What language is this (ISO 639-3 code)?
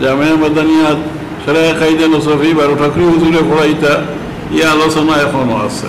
syl